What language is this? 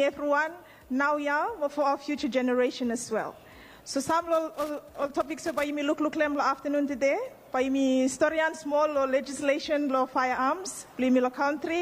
Bislama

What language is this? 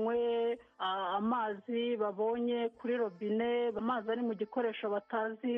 Kinyarwanda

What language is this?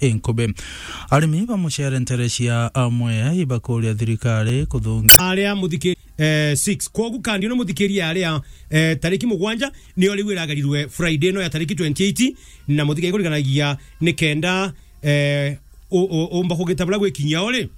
Meru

